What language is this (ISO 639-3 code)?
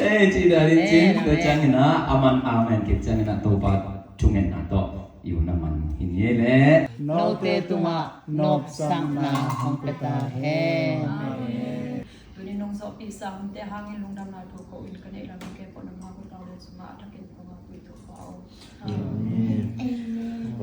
ctd